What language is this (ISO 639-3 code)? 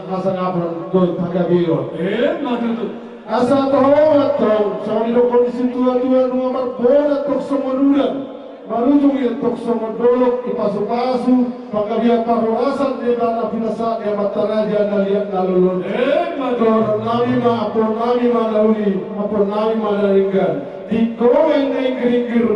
bbc